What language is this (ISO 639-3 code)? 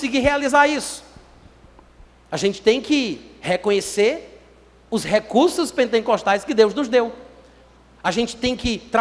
por